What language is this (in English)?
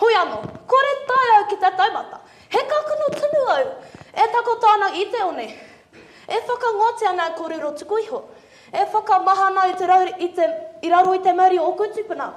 Māori